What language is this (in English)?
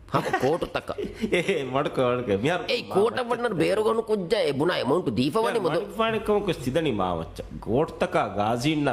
Divehi